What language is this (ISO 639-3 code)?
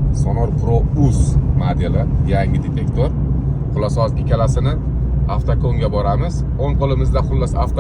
uzb